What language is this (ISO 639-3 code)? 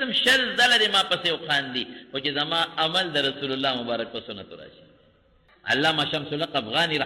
pus